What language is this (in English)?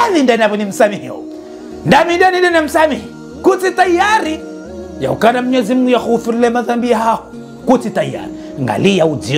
Ngazidja Comorian